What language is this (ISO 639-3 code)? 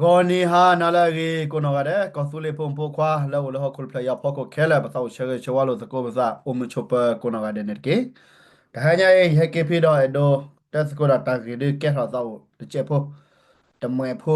ksw